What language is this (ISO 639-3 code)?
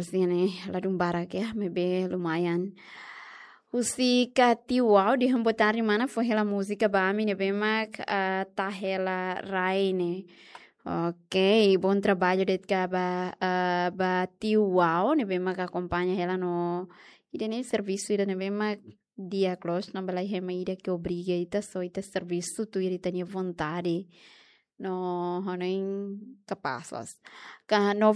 tet